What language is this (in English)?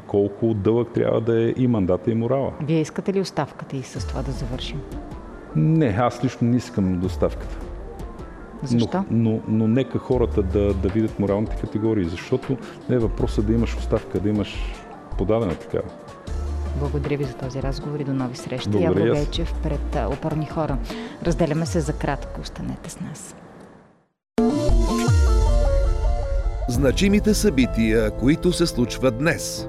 Bulgarian